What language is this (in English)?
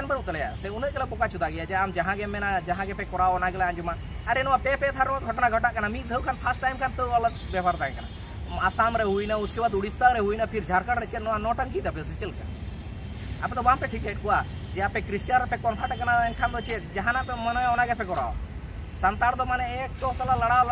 Santali